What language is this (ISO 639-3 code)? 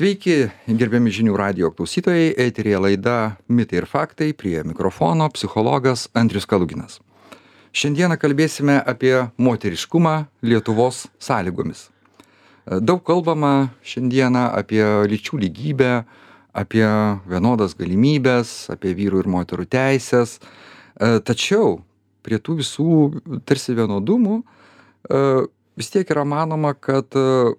lit